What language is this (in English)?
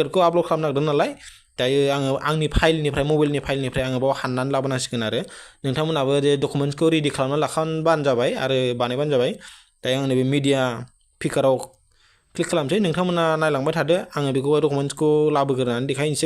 Bodo